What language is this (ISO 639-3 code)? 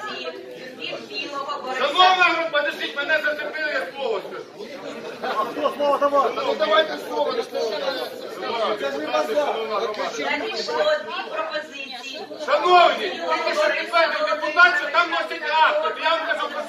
ukr